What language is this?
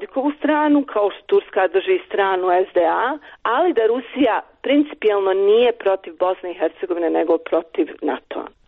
Serbian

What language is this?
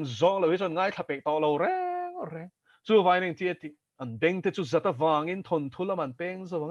Mizo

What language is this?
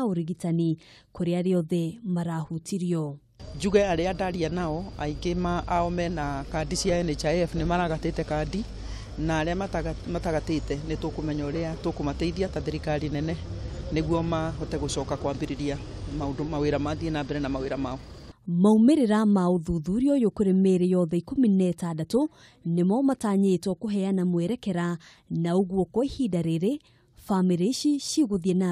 Kikuyu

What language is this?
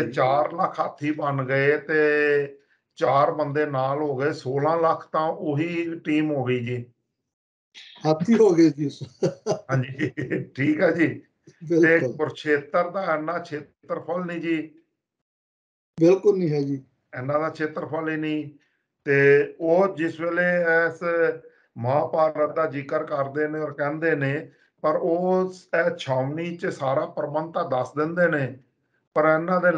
Punjabi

